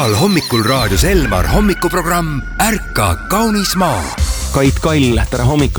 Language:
Estonian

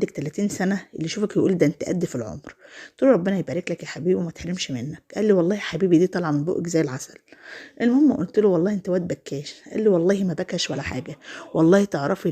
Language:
Egyptian Arabic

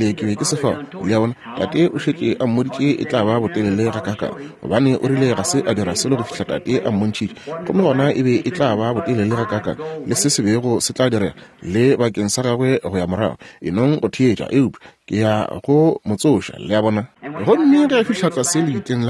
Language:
Northern Sotho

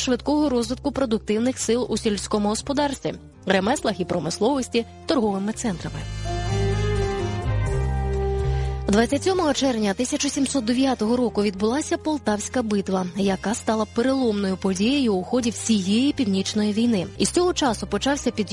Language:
Ukrainian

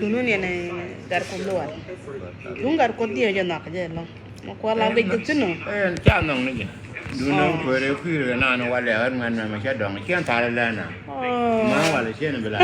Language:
Nuer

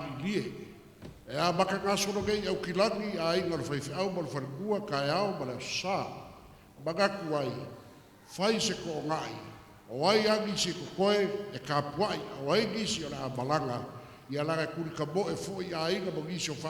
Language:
Samoan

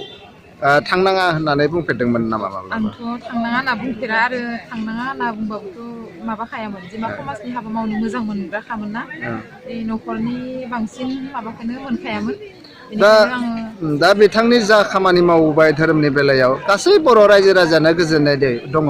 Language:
Bodo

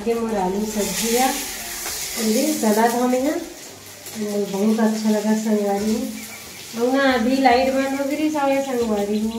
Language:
Chhattisgarhi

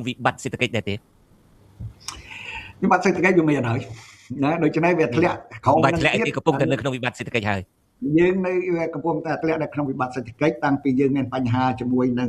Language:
Khmer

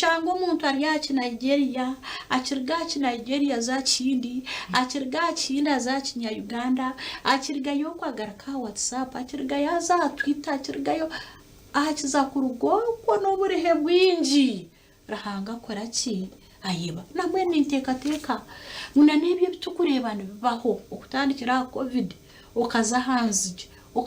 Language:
Nyankole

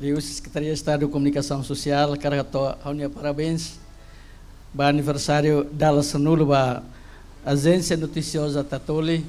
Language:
Tetum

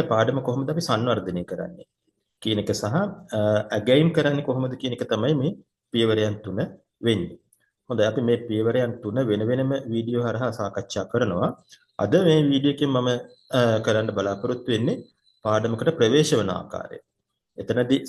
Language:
Sinhala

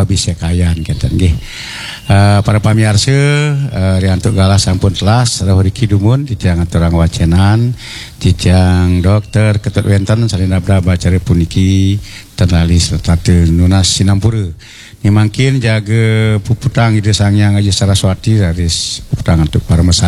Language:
Balinese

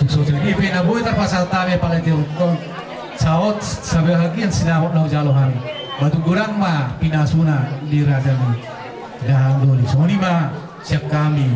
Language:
Batak Toba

